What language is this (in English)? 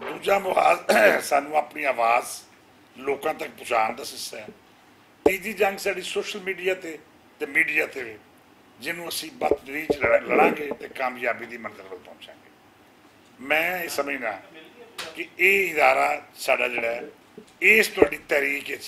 Western Panjabi